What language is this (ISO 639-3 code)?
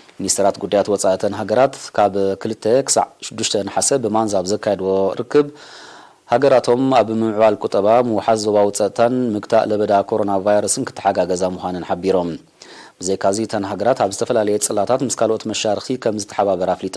tir